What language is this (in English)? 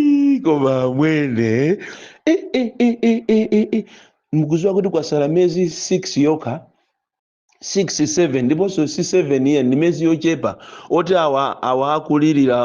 Nyanja